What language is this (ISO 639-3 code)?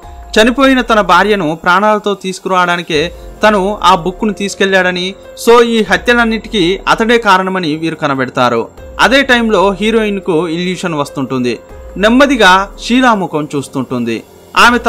tel